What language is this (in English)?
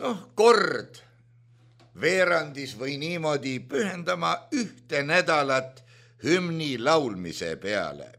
Estonian